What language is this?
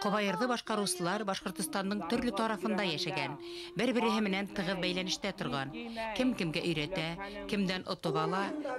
Bashkir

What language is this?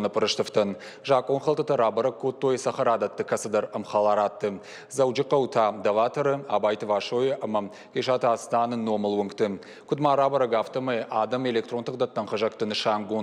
Ossetic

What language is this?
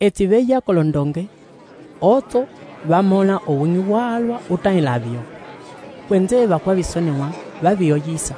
Umbundu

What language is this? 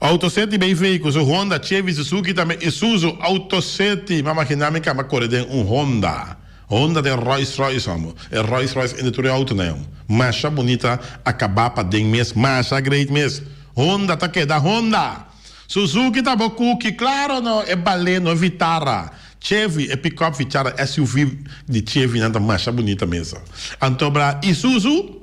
Papiamento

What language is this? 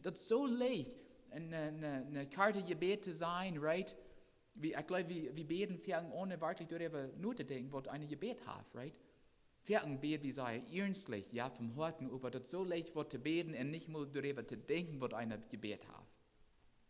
Plautdietsch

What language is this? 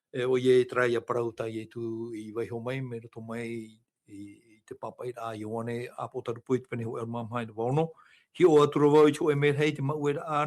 Tahitian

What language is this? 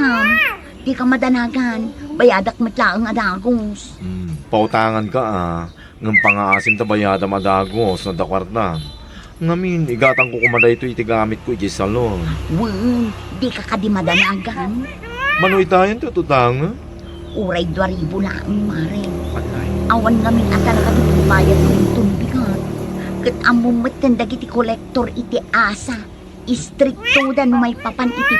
Iloko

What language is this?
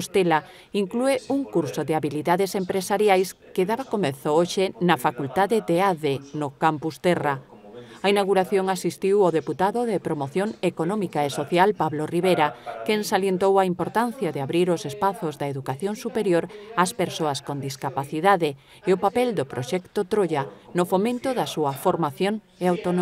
Galician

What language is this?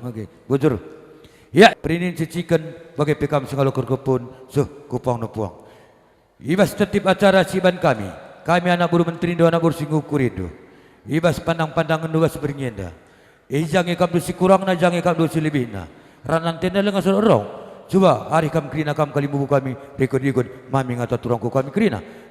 Batak Karo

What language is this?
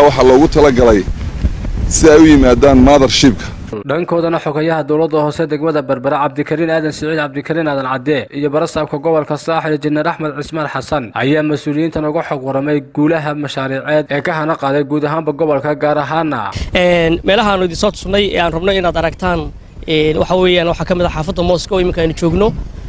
Somali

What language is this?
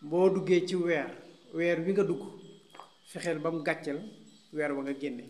Wolof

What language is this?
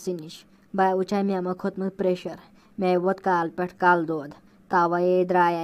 Kashmiri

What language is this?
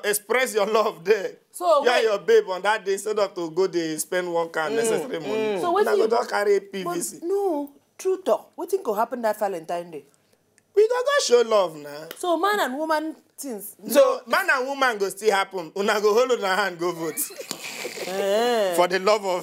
Nigerian Pidgin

